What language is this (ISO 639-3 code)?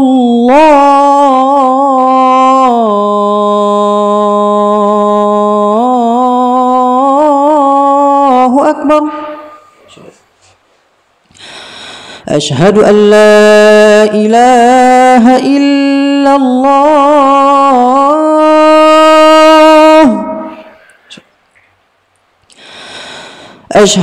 msa